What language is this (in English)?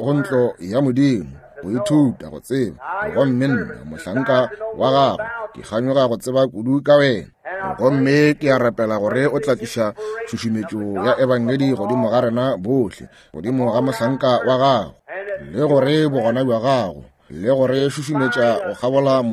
Northern Sotho